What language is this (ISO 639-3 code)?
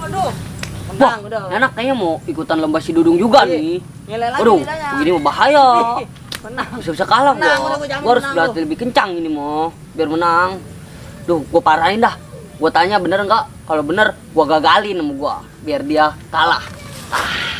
bew